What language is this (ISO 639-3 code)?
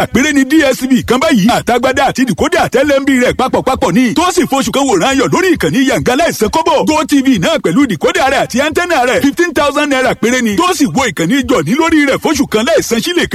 yor